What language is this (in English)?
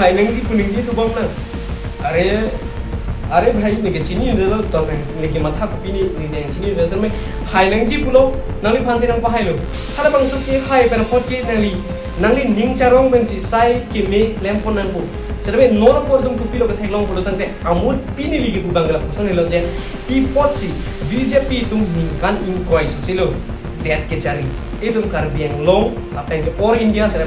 Karbi